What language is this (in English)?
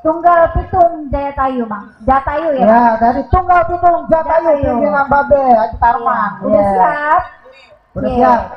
Betawi